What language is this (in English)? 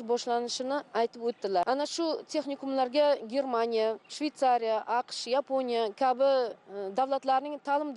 Uzbek